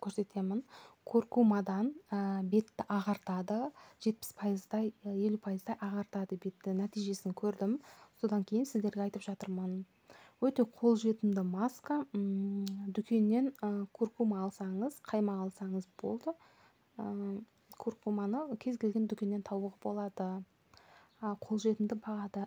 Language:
Kazakh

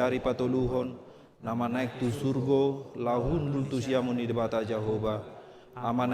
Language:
Batak Toba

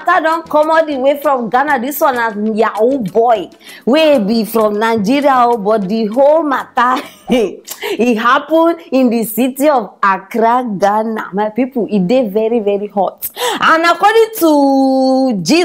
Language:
Nigerian Pidgin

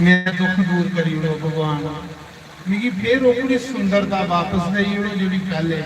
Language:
Dogri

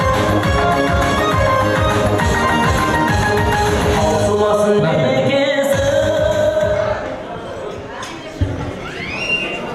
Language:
Kazakh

